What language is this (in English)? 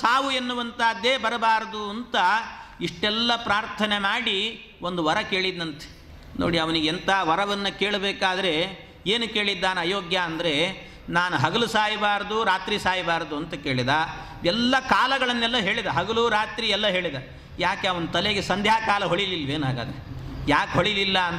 Kannada